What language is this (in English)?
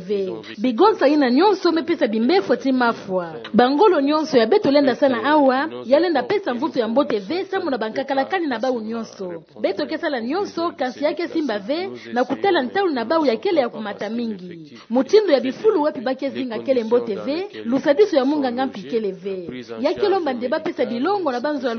Kituba (Democratic Republic of Congo)